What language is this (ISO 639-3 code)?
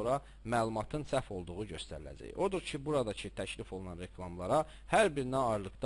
aze